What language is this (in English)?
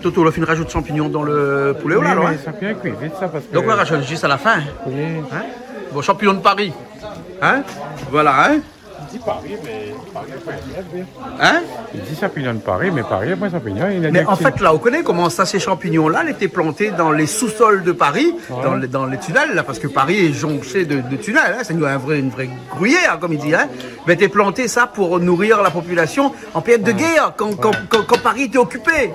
Réunion Creole French